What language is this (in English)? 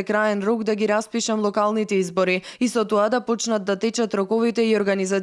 Macedonian